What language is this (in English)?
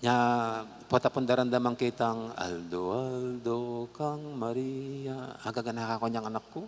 Pampanga